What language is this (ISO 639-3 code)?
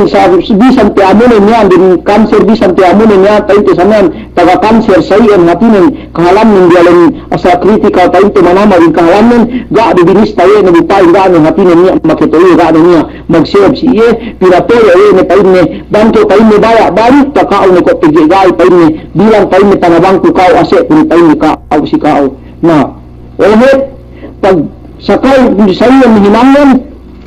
yka